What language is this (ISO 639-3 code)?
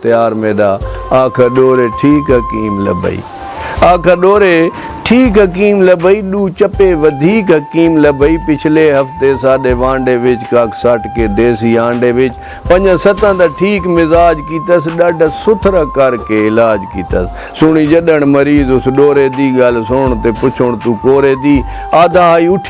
skr